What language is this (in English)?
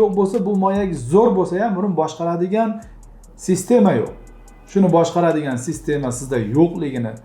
Uzbek